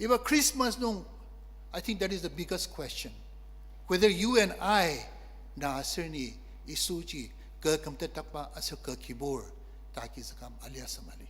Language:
Ao Naga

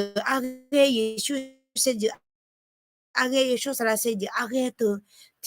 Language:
Akha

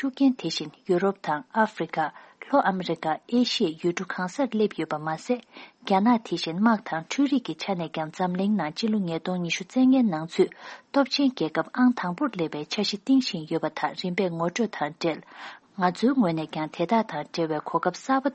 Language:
Tibetan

